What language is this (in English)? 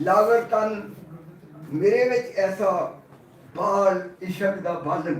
Western Panjabi